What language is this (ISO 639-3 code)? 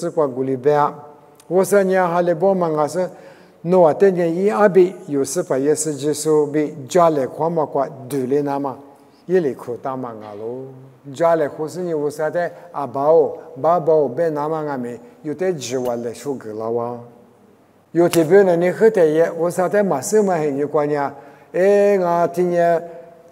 lis